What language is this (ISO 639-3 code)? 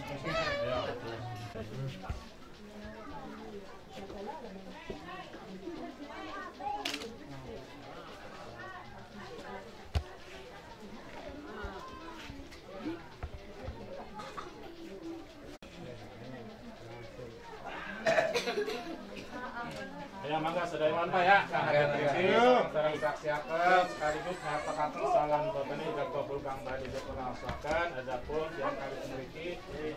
jav